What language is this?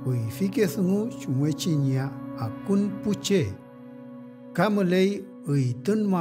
Mapuche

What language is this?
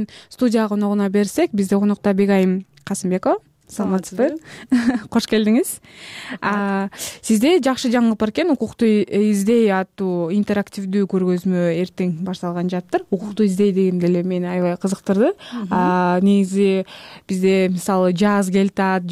Kyrgyz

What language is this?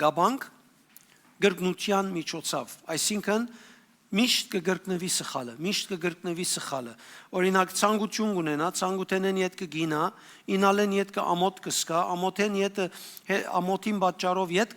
Western Armenian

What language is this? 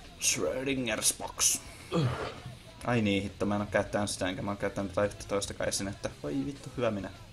Finnish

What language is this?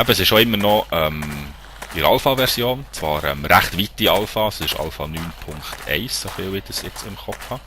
Swiss German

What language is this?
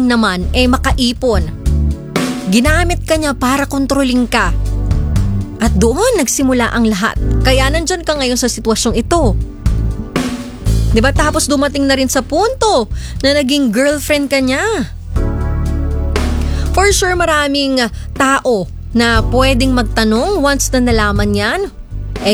Filipino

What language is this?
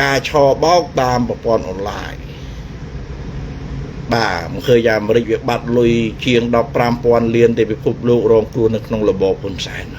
Khmer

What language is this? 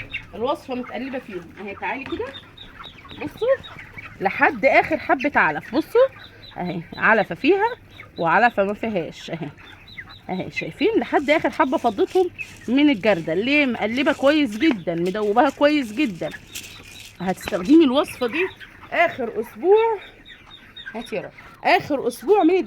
Egyptian Arabic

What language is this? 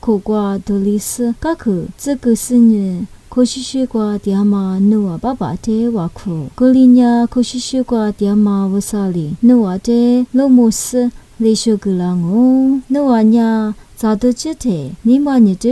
Lisu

